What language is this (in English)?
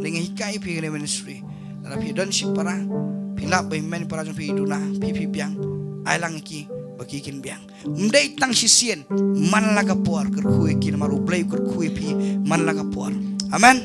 Khasi